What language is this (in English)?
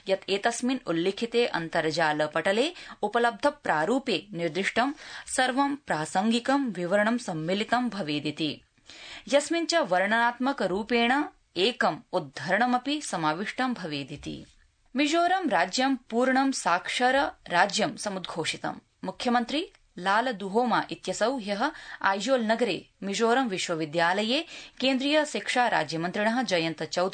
Sanskrit